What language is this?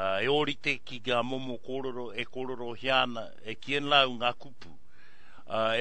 Māori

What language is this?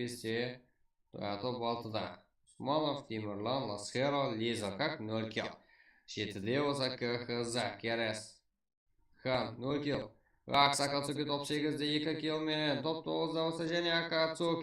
Kara-Kalpak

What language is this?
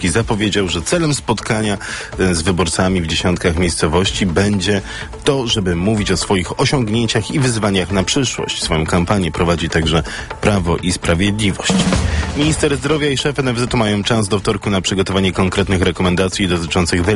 Polish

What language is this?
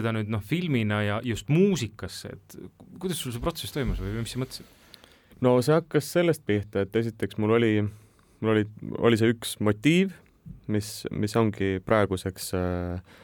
Estonian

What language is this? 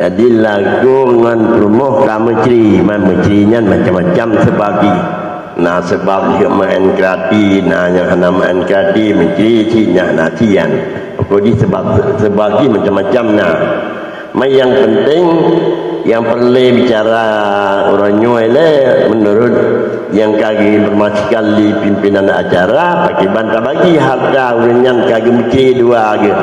Achinese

